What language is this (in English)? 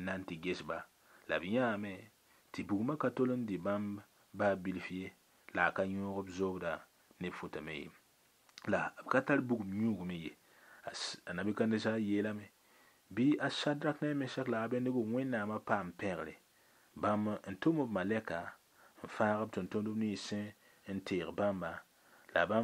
Mossi